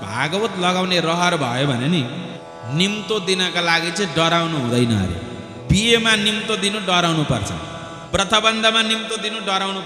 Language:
Nepali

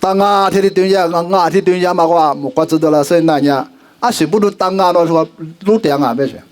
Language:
Lisu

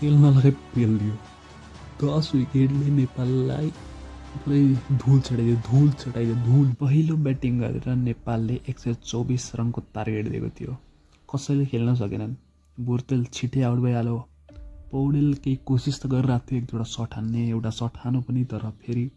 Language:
Nepali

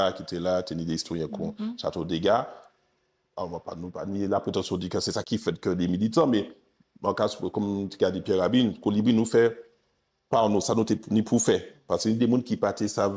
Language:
Guadeloupean Creole French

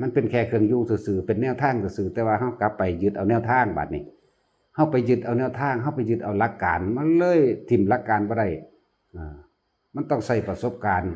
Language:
Northeastern Thai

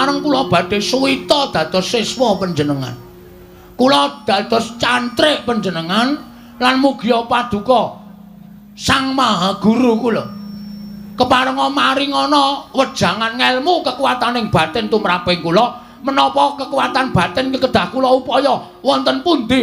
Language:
Javanese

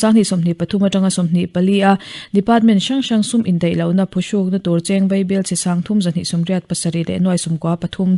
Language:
Mizo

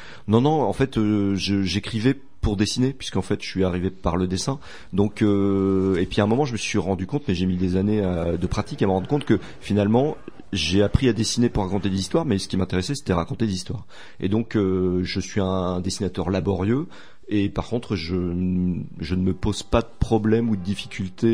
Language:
French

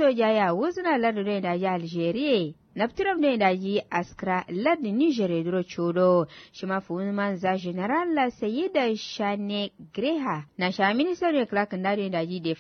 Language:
Kanuri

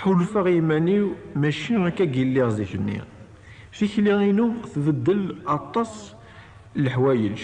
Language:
Kabyle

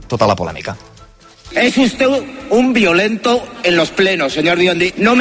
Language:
Catalan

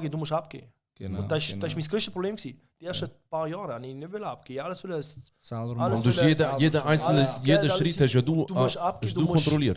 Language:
Swiss German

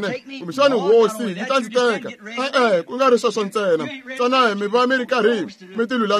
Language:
Tsonga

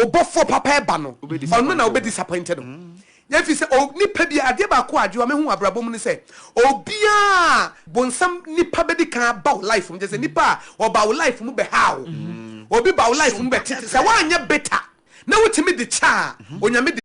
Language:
Akan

